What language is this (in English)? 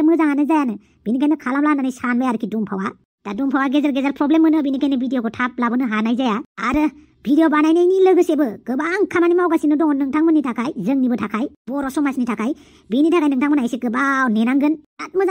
Bodo